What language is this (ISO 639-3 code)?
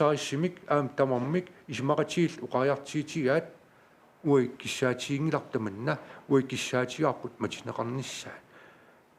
kal